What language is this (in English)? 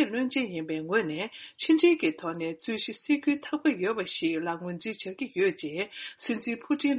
Tibetan